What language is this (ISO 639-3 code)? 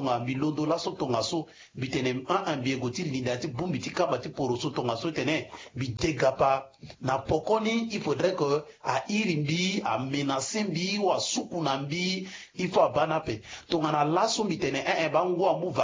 sag